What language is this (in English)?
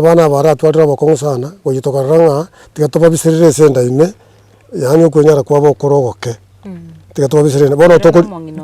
Gusii